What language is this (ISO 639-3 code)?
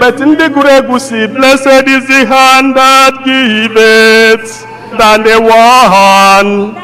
ibo